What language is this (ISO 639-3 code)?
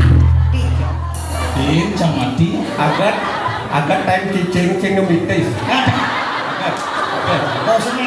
ban